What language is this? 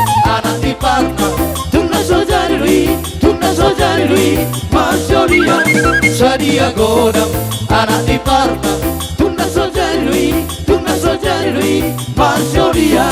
Batak Toba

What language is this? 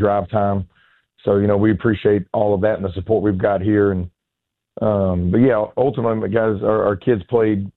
English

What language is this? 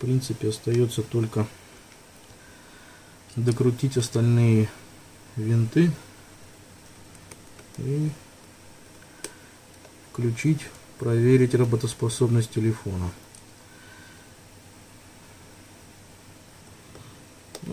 Russian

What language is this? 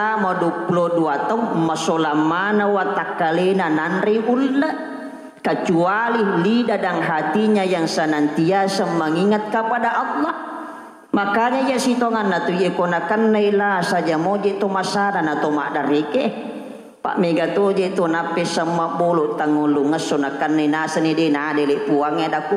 Buginese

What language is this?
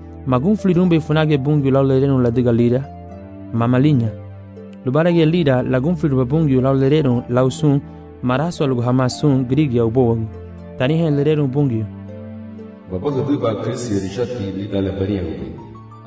Garifuna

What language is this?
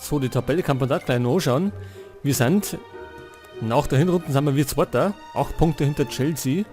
Bavarian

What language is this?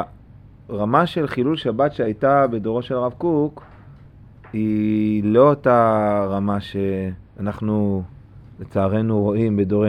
Hebrew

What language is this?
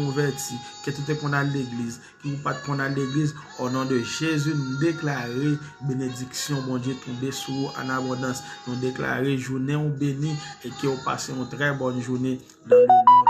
Haitian Creole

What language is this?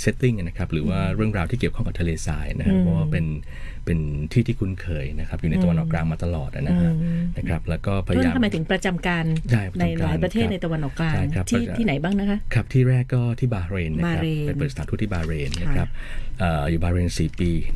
Thai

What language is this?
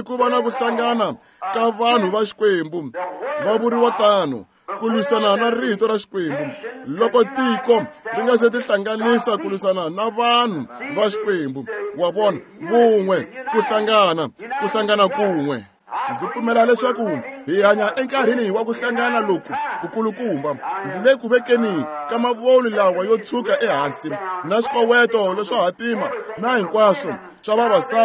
Tsonga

